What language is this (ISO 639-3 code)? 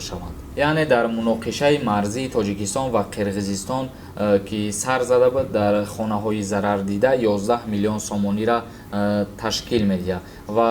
tgk